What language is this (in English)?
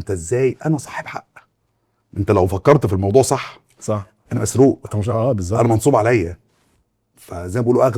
Egyptian Arabic